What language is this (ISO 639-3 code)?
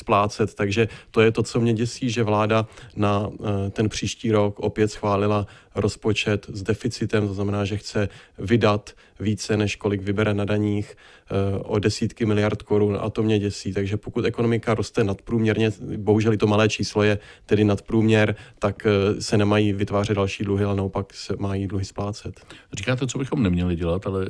ces